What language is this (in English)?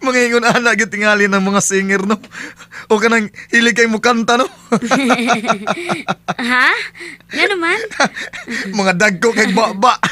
Cebuano